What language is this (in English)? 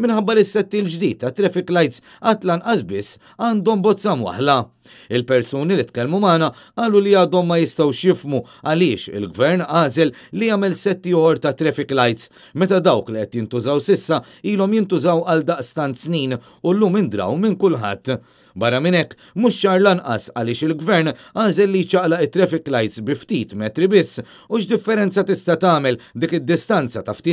Maltese